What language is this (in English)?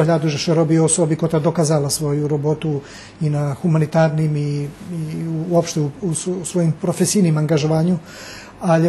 Rusyn